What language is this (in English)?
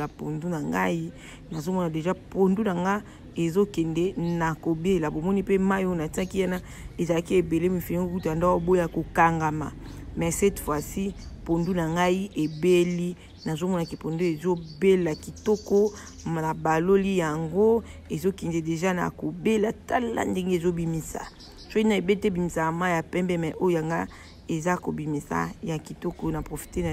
Lingala